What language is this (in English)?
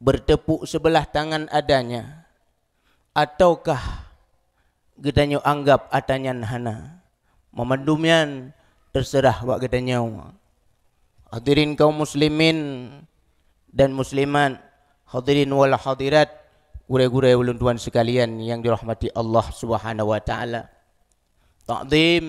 Achinese